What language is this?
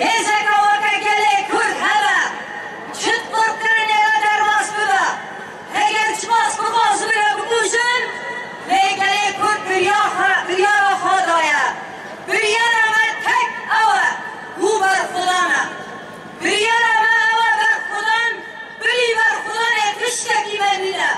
Kurdish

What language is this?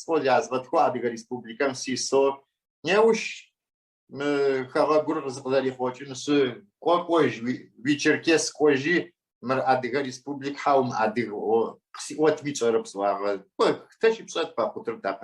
Adyghe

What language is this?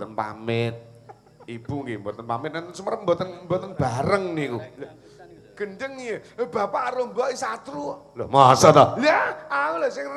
Javanese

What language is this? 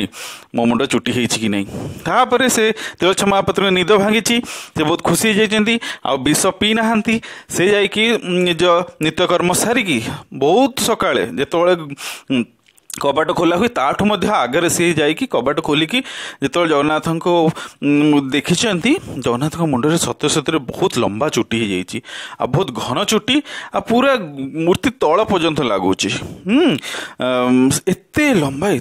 Odia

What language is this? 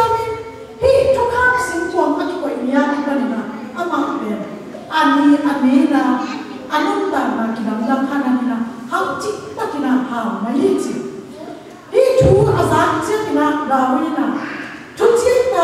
Tedim Chin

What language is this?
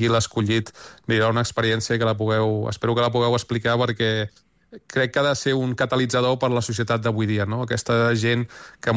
Catalan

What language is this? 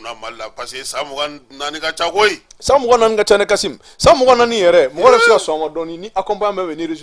Bambara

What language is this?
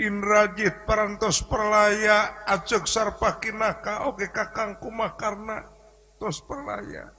Sundanese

